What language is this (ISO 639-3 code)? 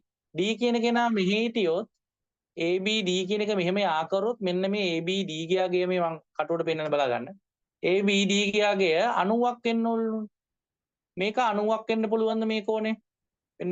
sin